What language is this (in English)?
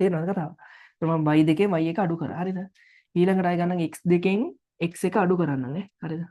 Sinhala